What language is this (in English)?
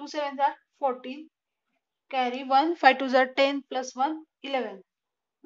Marathi